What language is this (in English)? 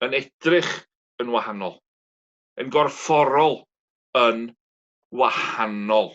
Welsh